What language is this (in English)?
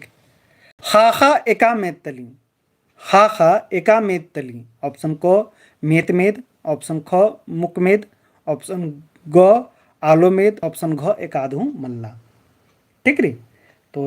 Kurukh